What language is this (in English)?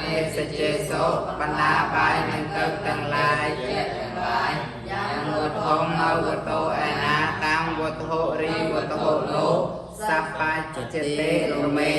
Khmer